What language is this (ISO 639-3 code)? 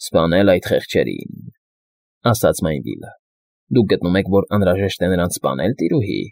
hye